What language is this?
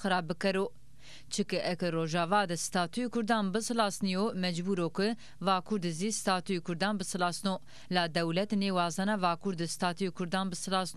Zaza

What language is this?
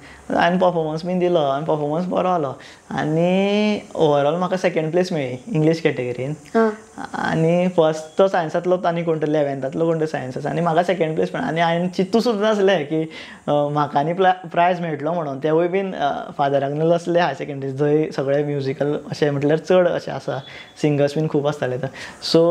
Konkani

